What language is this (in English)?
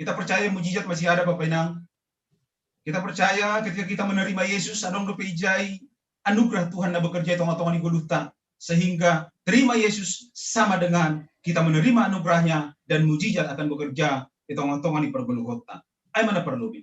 Batak Simalungun